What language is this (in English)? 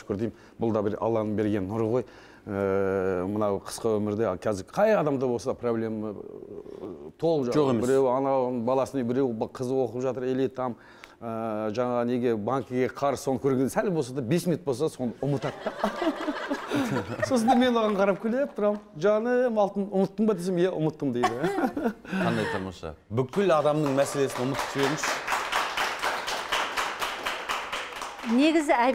Kazakh